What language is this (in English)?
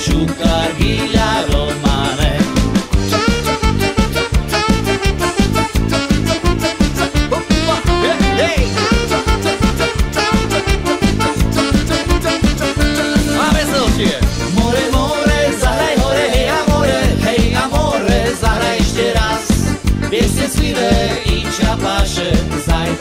Slovak